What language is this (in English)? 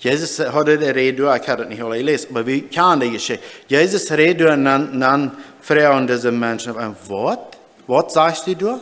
Plautdietsch